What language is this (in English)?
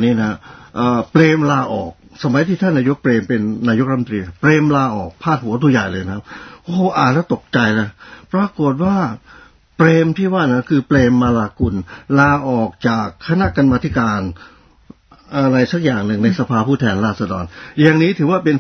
Thai